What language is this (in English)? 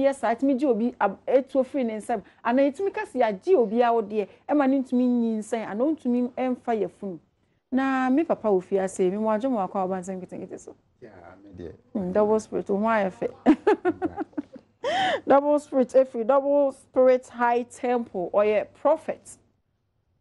Akan